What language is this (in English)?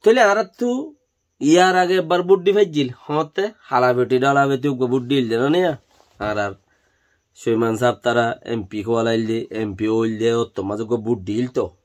Rohingya